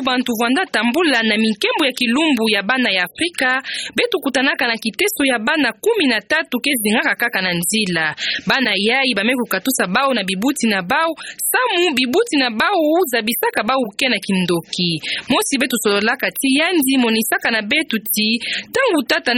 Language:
Kituba (Democratic Republic of Congo)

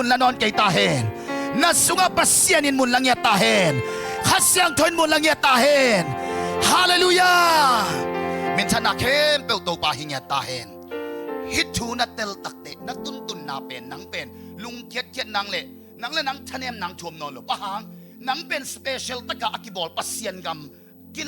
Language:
Tedim Chin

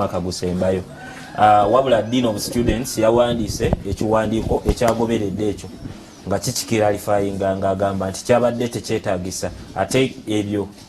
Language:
Ganda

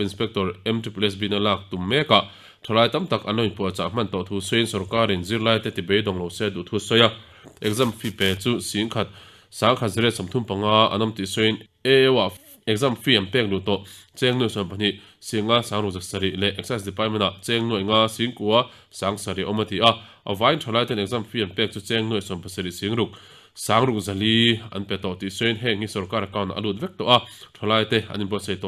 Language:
Mizo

